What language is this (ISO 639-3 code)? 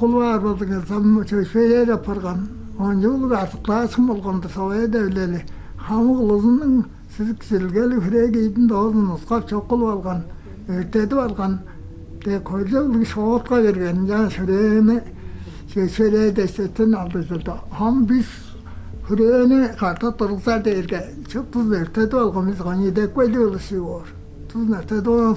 tyv